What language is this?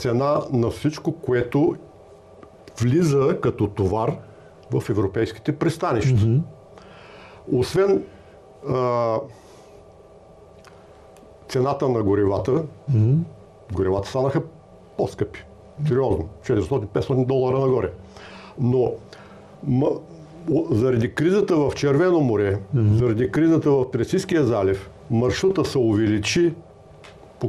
Bulgarian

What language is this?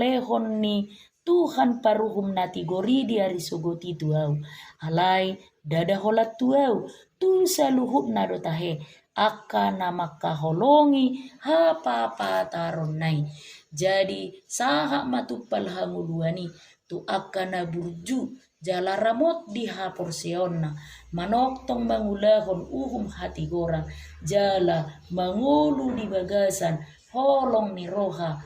Batak Toba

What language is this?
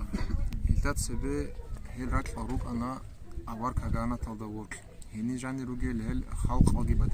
Avaric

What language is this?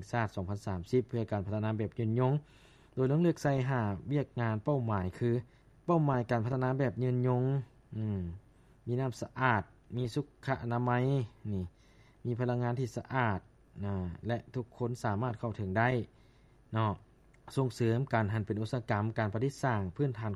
Lao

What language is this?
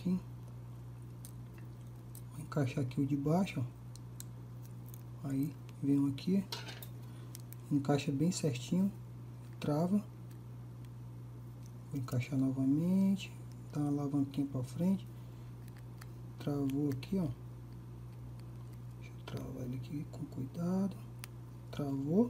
Portuguese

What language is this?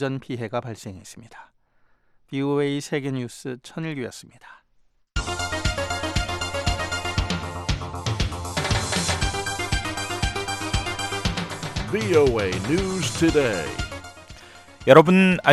Korean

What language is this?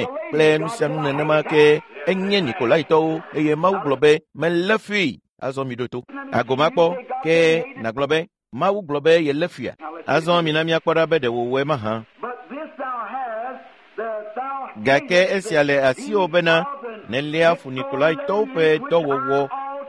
Ewe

